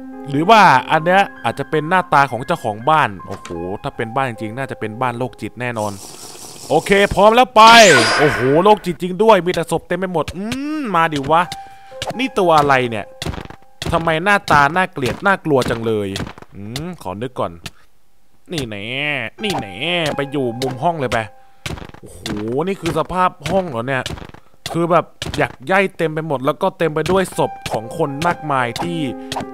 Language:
Thai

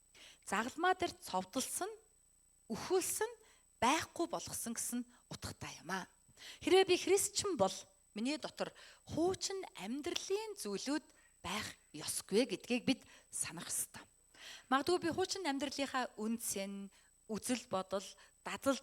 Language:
Mongolian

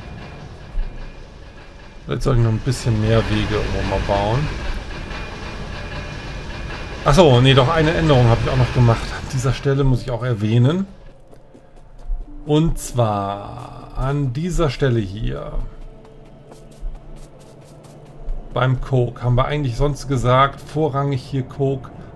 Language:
German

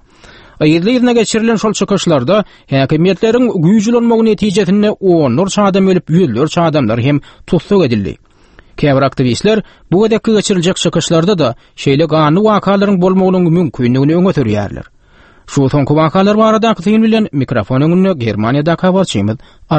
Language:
Turkmen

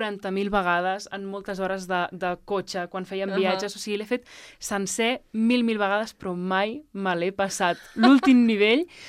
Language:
Catalan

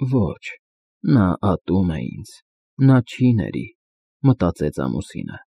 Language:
Armenian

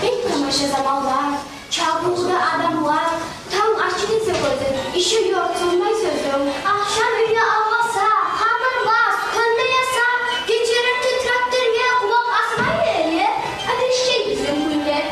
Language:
Kumyk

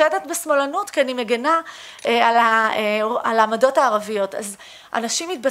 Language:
Hebrew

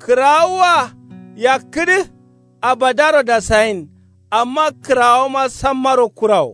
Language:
Kanuri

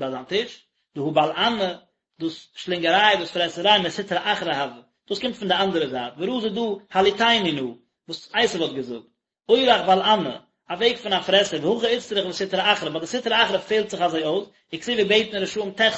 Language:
Yiddish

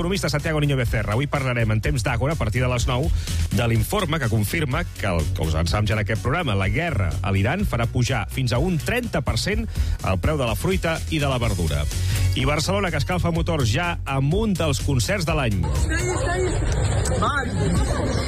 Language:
Catalan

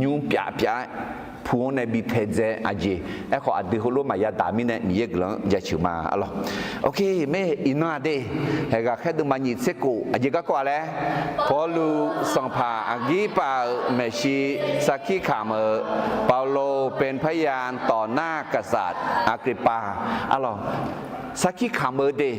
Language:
Akha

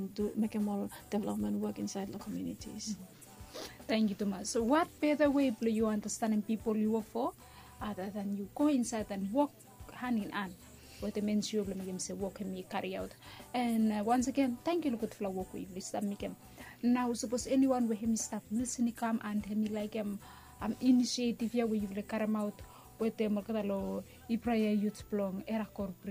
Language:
Bislama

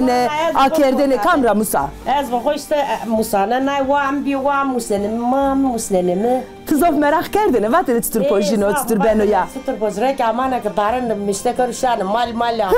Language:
Zaza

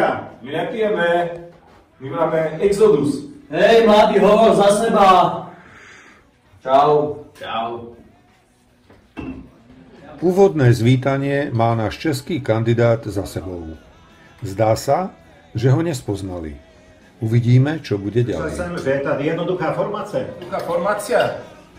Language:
Slovak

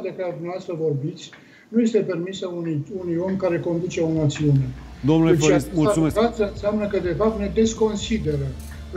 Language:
Romanian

